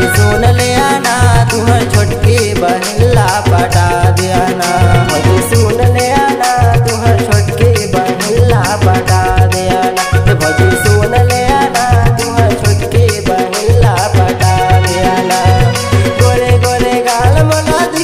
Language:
Chhattisgarhi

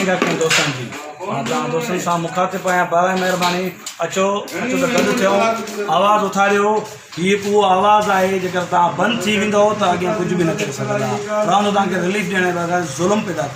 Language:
Sindhi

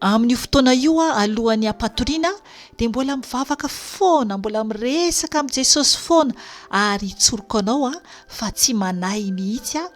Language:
Malagasy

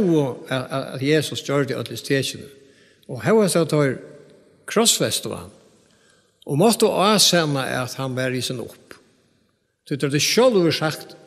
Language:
Faroese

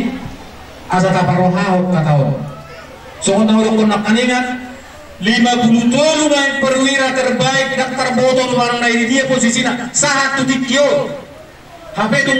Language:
Batak Toba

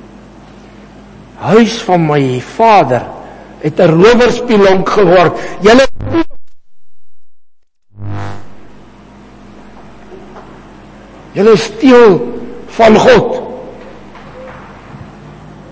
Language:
Afrikaans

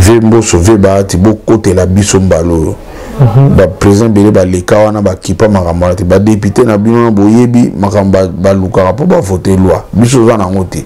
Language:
Lingala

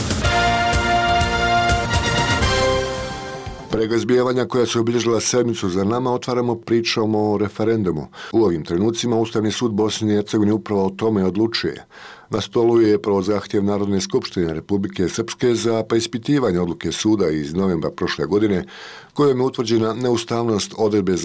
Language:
Bosnian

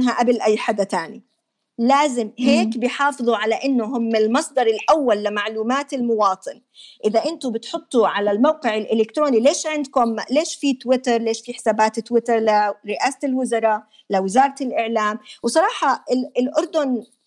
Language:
North Levantine Arabic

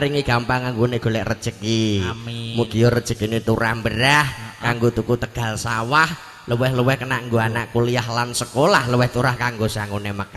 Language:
Javanese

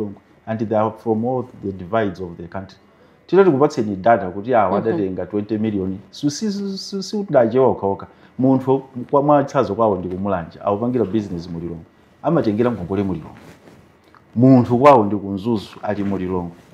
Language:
Nyanja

